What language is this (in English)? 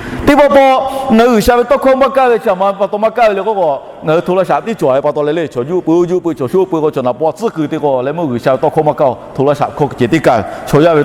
Lahu